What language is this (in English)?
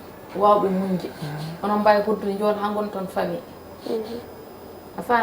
Fula